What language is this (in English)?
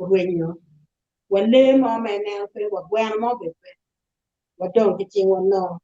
Acoli